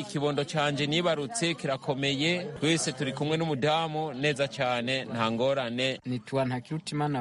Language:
Kinyarwanda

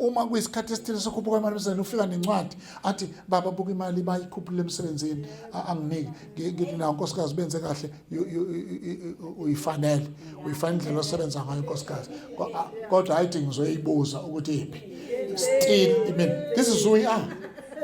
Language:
Zulu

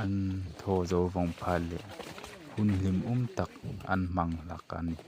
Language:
Hmar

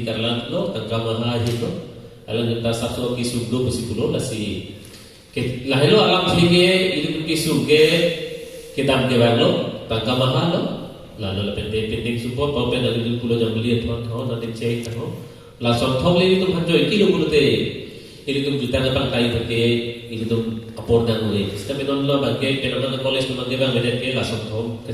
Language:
Karbi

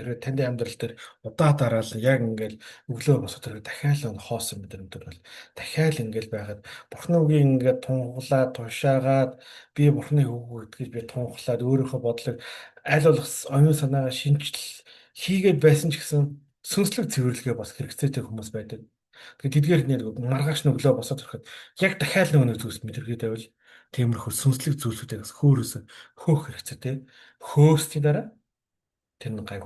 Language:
Mongolian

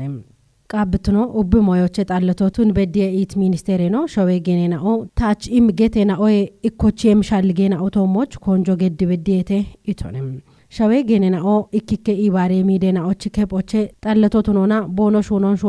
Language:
Kafa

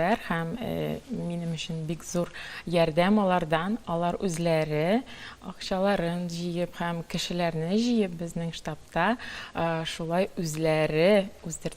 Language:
Tatar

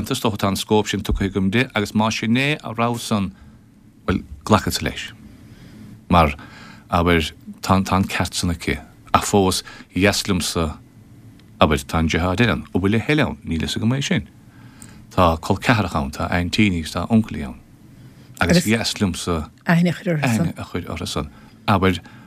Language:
Irish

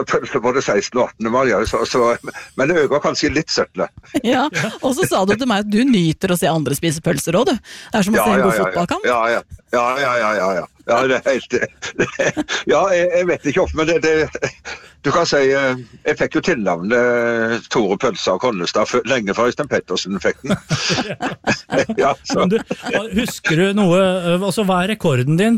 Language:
Norwegian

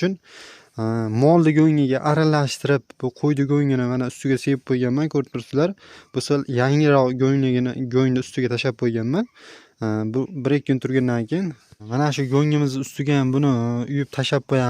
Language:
Uzbek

